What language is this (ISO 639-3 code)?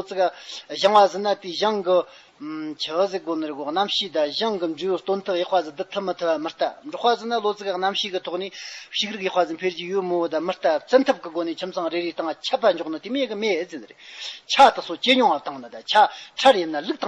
adx